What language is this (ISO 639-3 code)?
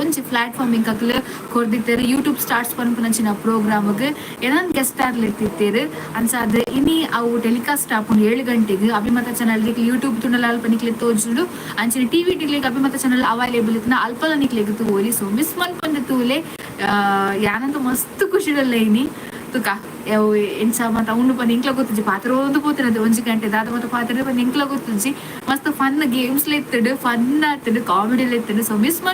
tcy